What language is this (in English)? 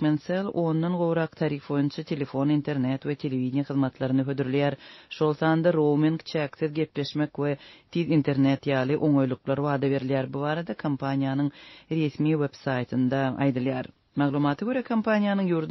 Turkmen